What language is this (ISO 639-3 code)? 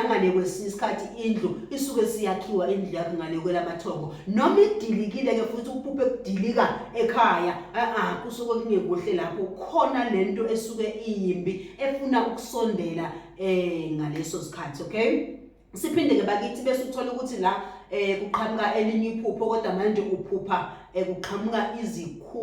zul